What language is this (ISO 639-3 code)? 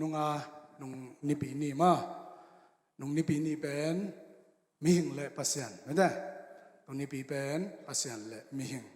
ctd